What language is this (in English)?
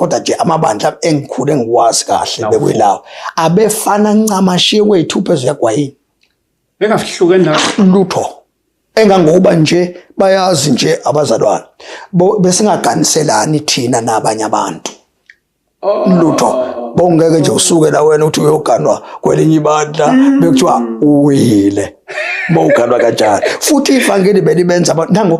Zulu